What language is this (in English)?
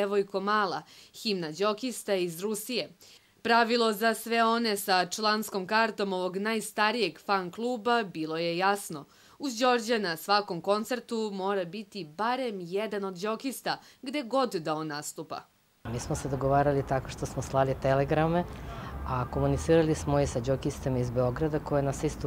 Serbian